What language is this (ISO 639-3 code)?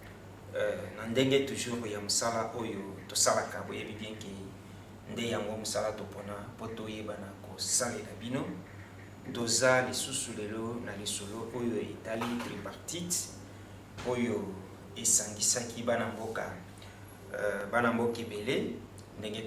lin